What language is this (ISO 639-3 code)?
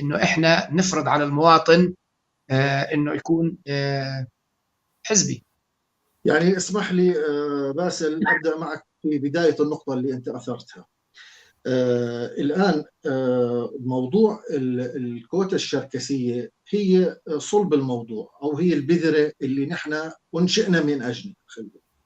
apc